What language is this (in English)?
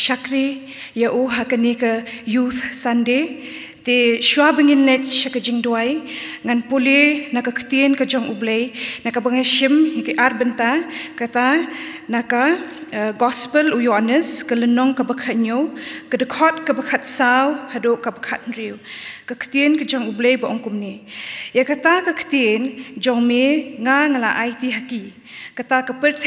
Khasi